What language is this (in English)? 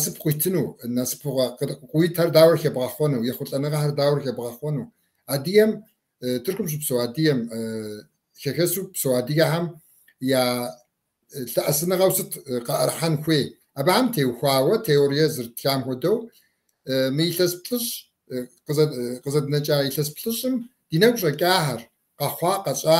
Kabardian